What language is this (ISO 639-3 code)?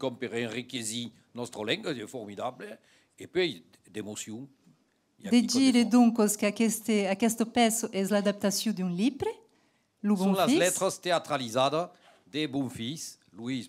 oci